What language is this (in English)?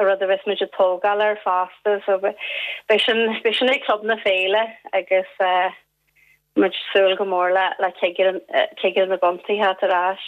Irish